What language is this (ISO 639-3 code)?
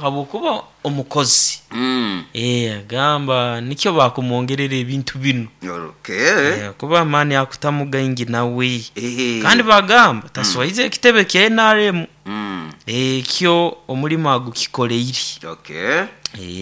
nyo